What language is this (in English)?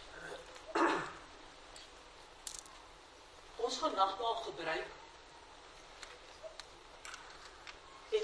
Afrikaans